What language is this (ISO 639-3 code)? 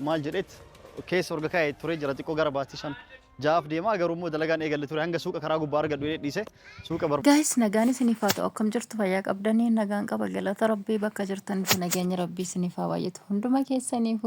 orm